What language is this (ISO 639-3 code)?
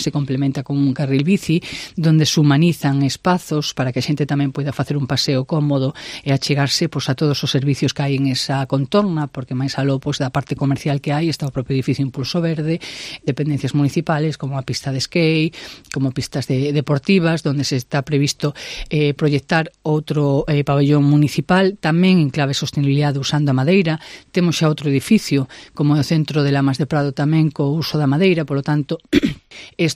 glg